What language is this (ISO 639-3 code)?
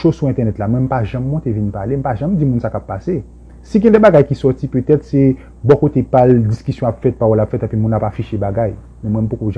hat